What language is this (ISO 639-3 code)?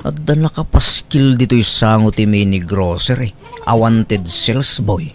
ilo